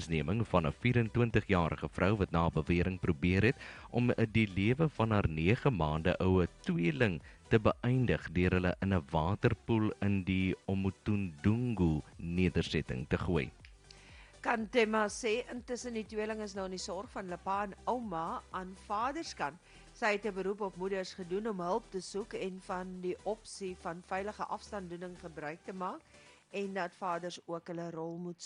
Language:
Afrikaans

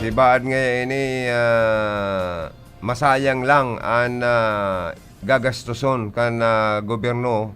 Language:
Bikol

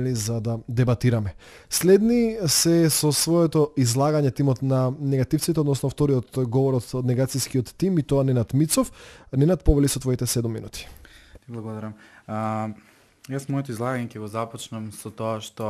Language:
Macedonian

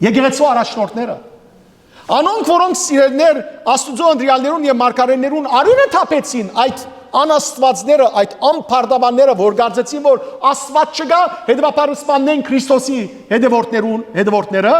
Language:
Western Armenian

